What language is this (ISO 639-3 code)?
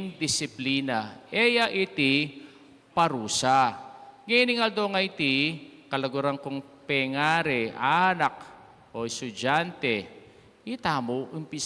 pam